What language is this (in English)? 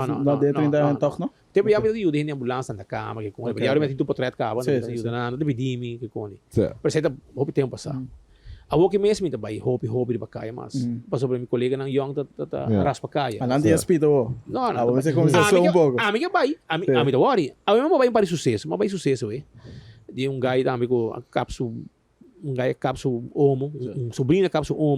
Papiamento